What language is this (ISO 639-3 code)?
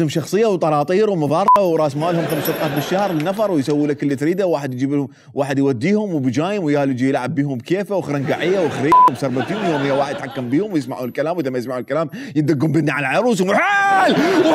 acm